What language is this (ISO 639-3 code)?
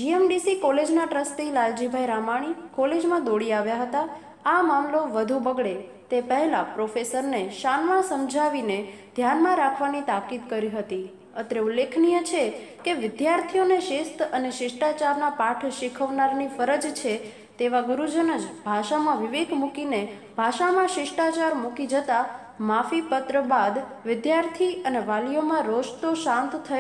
guj